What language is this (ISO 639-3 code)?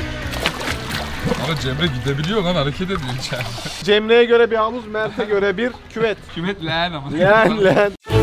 tur